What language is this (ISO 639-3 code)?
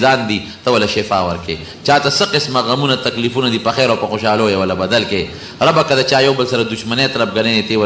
pus